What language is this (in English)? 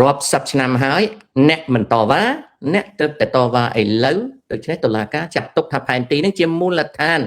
Khmer